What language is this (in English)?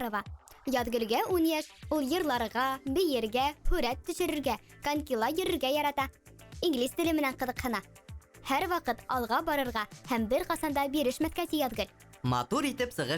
Bashkir